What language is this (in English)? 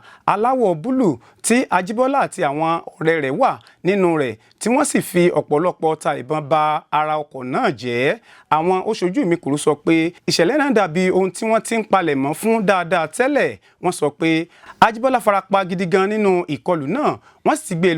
Yoruba